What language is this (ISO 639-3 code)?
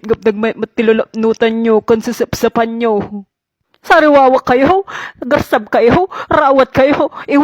ilo